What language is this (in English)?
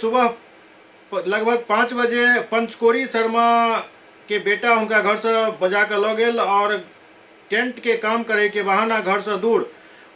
Maithili